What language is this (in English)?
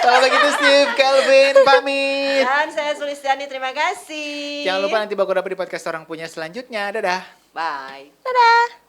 Manado Malay